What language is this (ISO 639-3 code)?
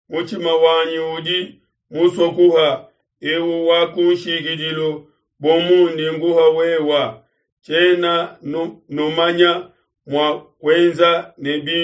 lua